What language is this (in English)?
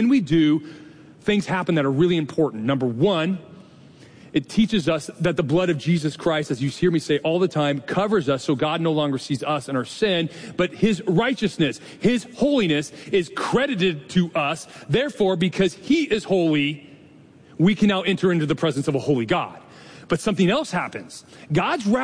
English